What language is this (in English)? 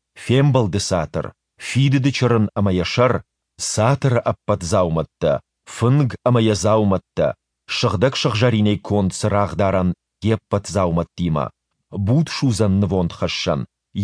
Ossetic